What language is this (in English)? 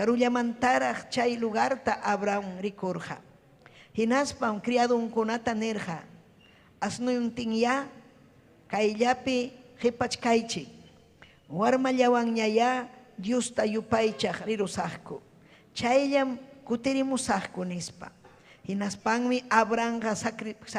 Ayacucho Quechua